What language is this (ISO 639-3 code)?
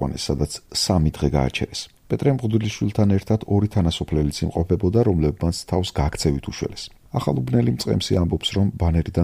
kat